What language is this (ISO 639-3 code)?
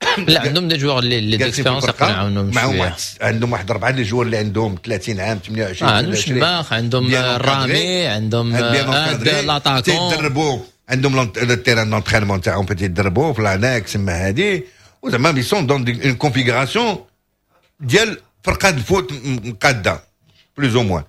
ary